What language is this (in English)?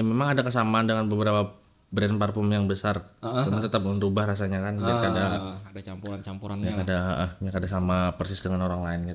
Banjar